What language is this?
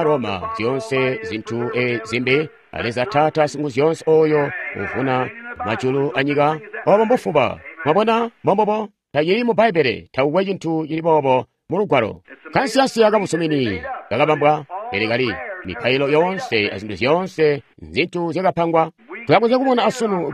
Tonga (Zambia)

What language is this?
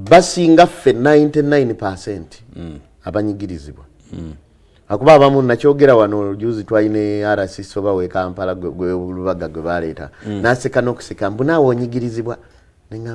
Ganda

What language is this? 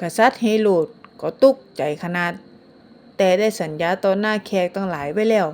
Northern Thai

